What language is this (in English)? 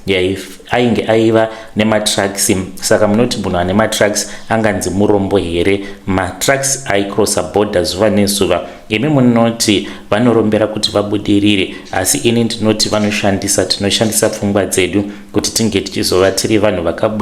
Shona